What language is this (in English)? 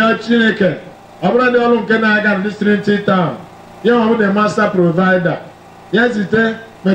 Igbo